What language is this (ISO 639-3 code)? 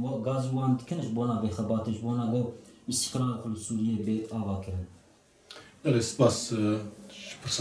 kur